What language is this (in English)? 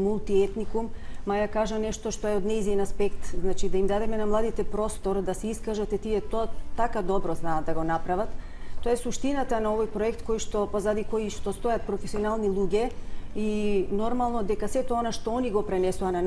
Macedonian